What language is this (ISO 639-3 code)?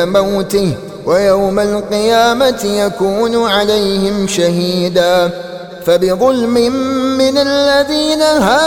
ara